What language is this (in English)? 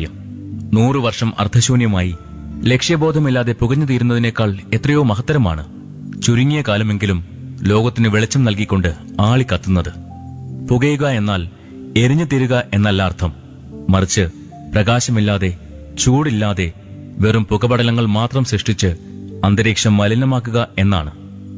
Malayalam